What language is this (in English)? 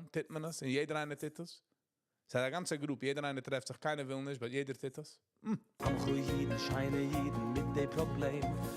Yiddish